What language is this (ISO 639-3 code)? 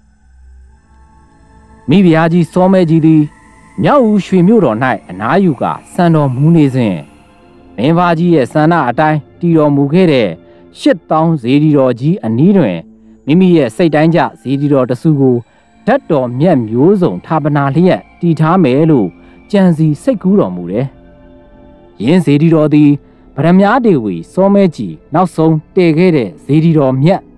mya